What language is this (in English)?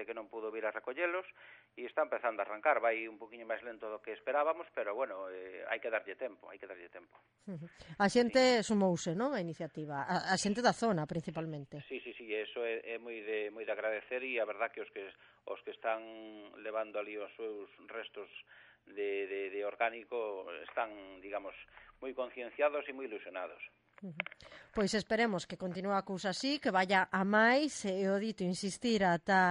Galician